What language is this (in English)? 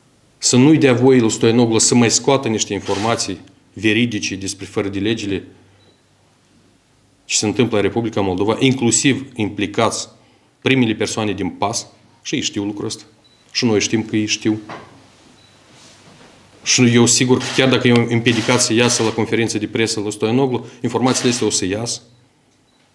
Romanian